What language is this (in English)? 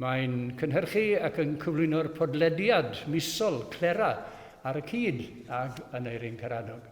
Welsh